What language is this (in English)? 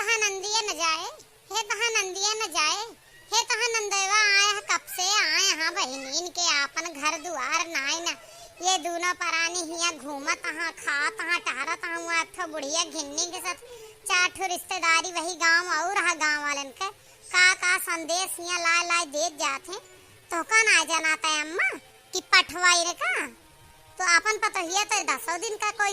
Awadhi